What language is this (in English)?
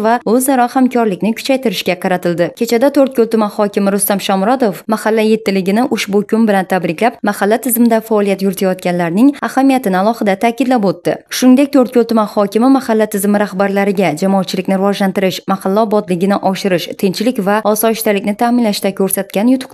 Uzbek